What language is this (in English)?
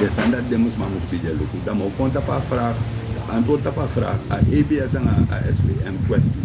Sranan Tongo